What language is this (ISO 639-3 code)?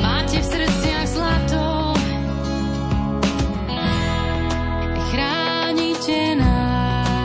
slk